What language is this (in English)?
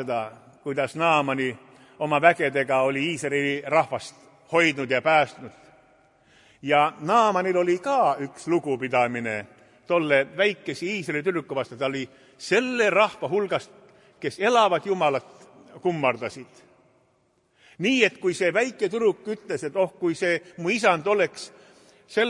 Estonian